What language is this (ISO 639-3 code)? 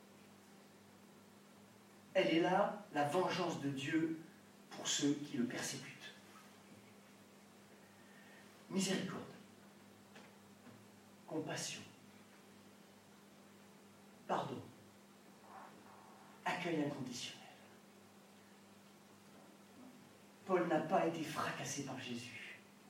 fra